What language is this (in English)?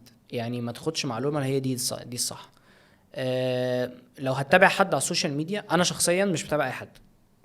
Egyptian Arabic